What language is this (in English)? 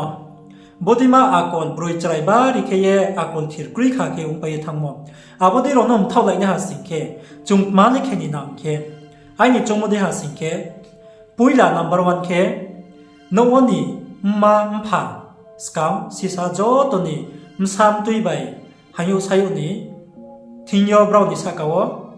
Riang (India)